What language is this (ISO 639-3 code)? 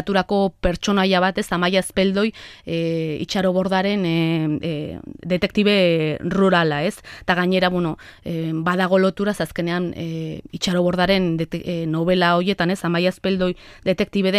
eus